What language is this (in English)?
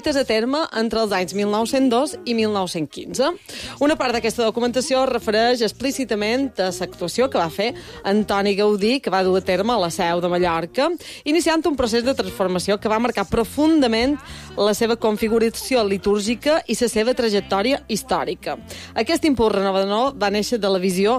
Catalan